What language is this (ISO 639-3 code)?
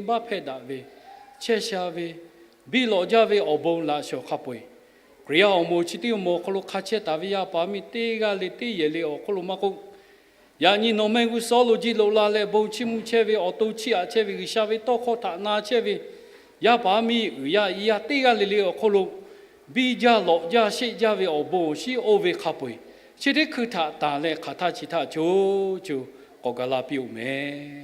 lhu